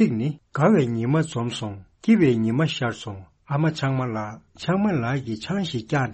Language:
Tibetan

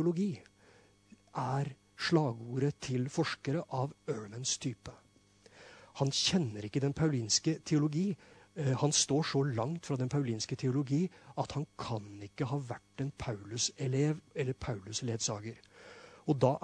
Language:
Norwegian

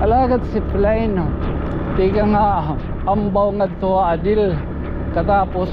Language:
Waray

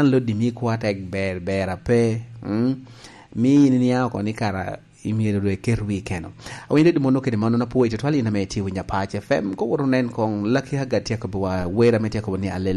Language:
Lango (Uganda)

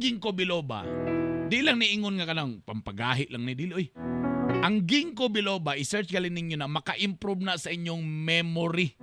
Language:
Cebuano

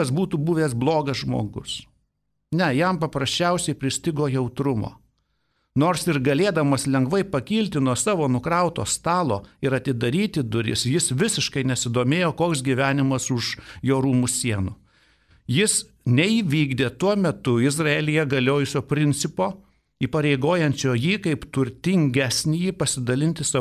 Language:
Lithuanian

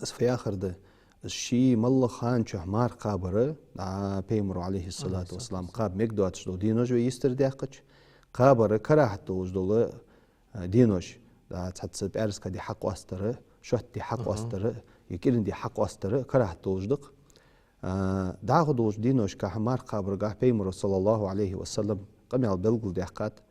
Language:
Ingush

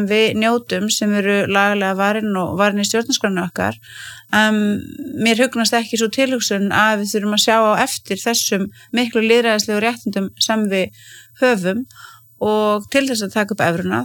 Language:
Icelandic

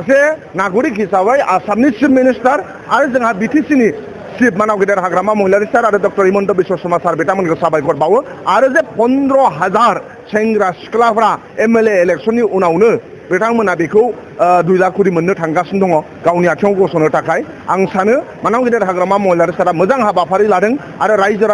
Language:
Bodo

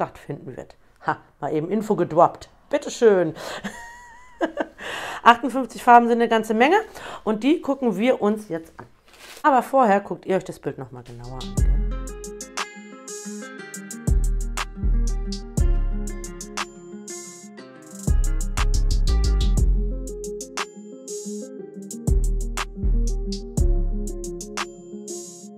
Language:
German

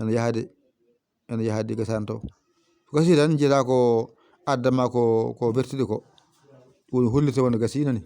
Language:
Fula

